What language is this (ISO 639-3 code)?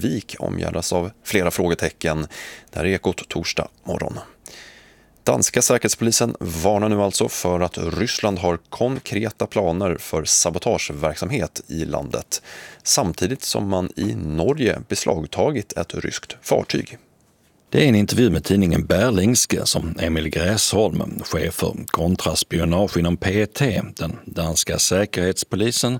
swe